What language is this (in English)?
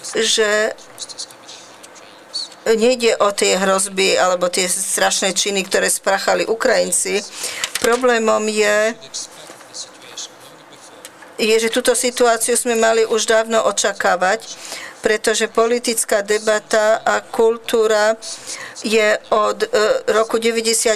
Slovak